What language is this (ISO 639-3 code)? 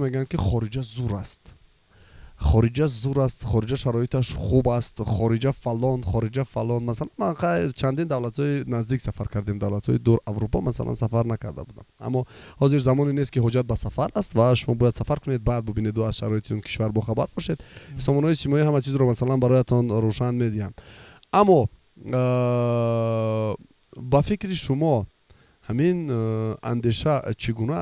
tgk